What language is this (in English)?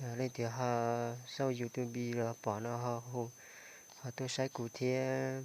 Hmong